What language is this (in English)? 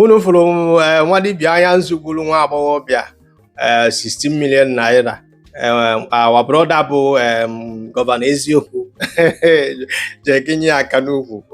Igbo